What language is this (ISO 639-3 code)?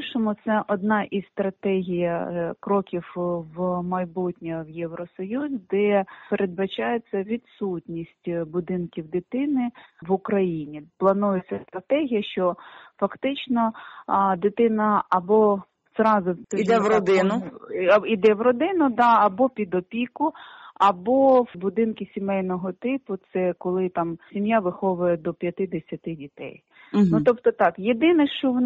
ukr